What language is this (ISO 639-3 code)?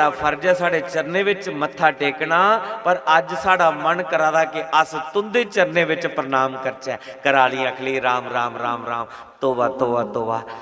doi